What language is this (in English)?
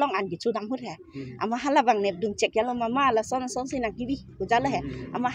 Karbi